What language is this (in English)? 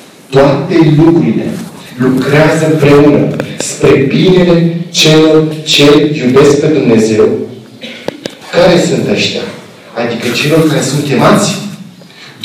Romanian